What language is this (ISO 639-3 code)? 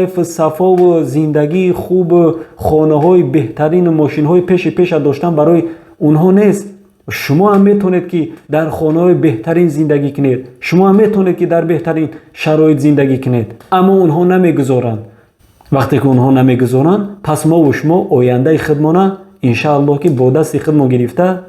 tgk